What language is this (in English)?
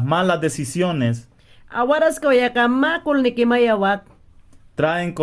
Mayangna